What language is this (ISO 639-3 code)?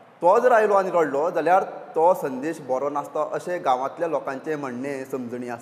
kok